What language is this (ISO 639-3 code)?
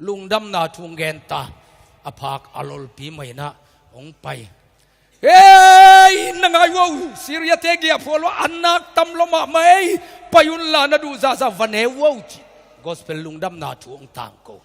ctd